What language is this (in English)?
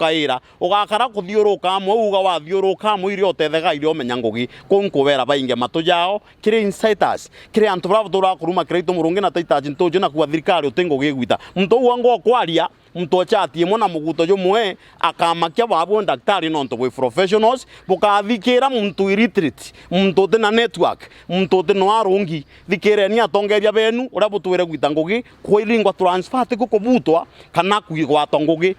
Meru